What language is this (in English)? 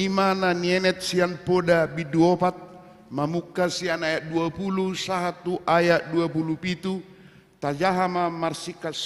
Batak Toba